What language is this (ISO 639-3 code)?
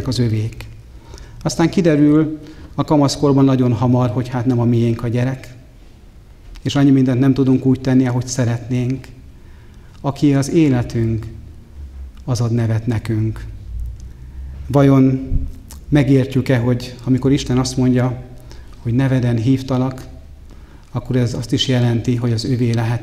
hun